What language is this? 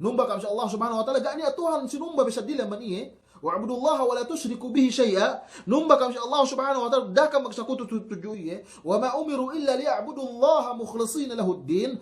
Yakan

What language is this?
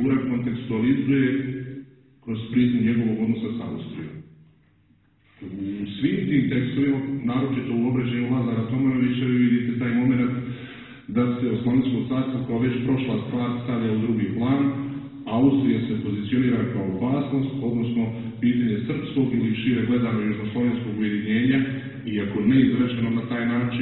Serbian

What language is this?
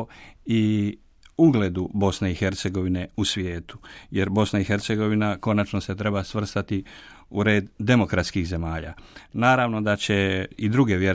Croatian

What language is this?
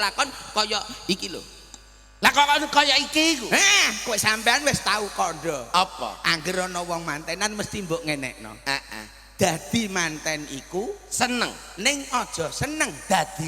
Javanese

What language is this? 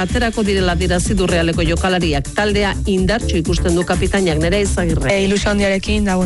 Basque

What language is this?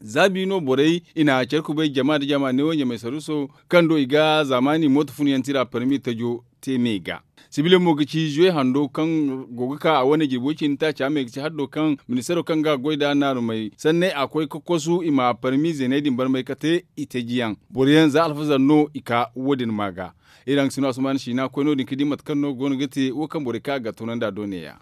Zarma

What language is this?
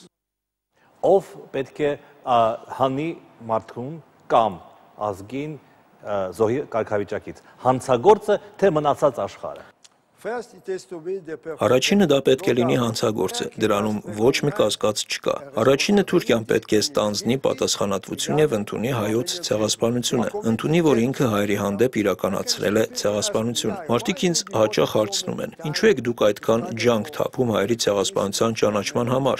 Armenian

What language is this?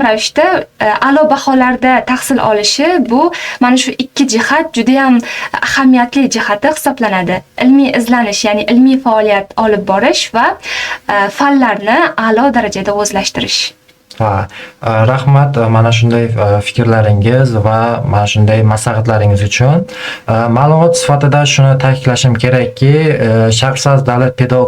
Uzbek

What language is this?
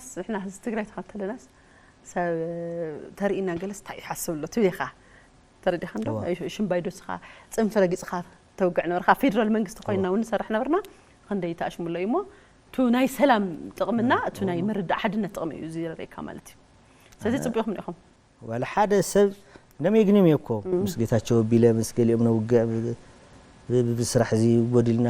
Tigrinya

